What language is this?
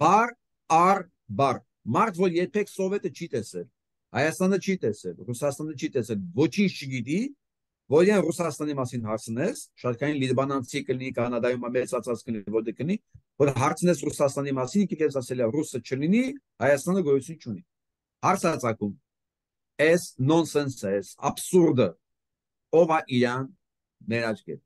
Armenian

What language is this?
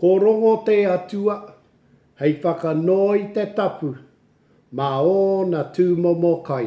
Māori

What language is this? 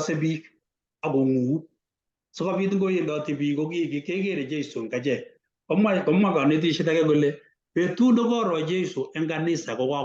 Kalenjin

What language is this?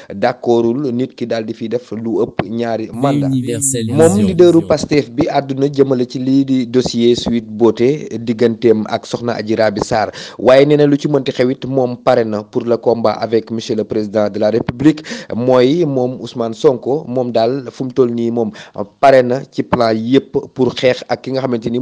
Wolof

